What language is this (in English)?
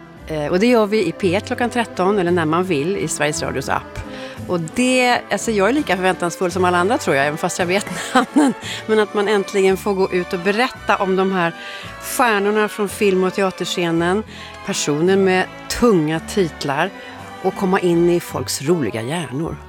Swedish